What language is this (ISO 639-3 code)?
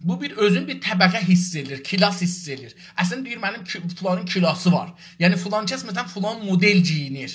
azb